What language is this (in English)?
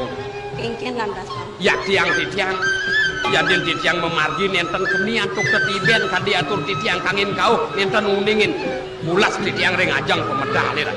Balinese